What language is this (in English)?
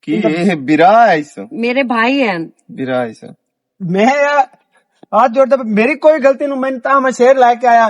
Western Panjabi